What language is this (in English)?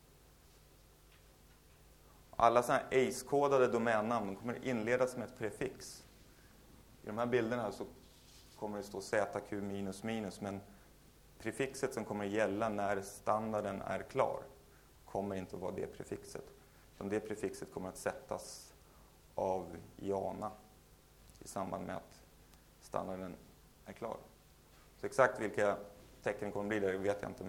Swedish